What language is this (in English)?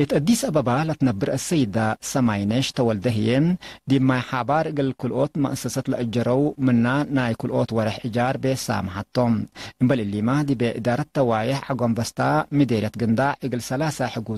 Tigre